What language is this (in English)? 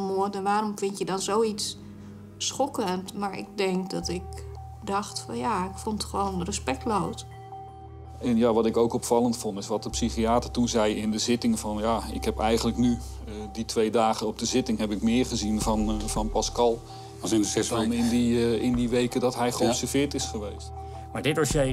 Dutch